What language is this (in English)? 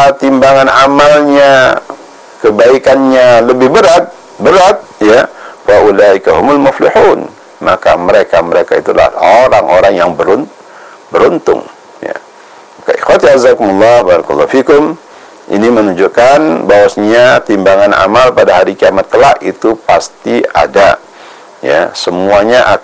Indonesian